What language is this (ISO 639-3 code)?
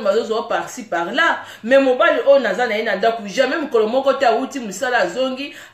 lin